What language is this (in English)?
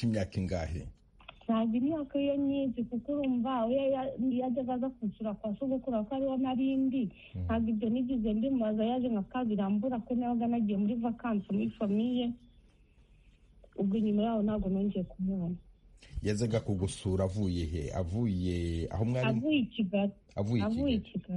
Kinyarwanda